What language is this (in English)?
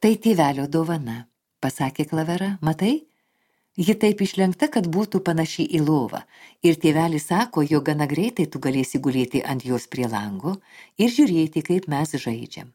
Lithuanian